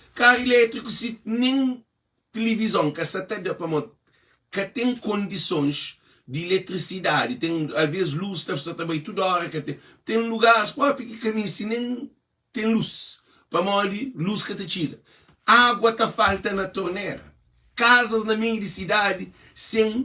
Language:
Kabuverdianu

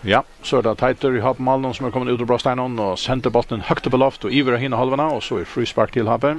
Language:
Faroese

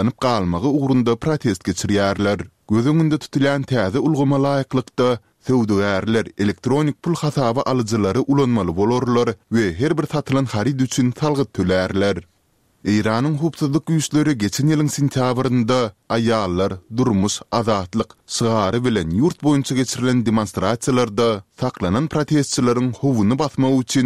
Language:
Turkmen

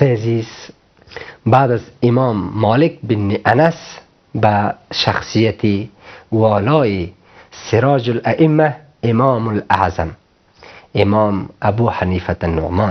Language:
Persian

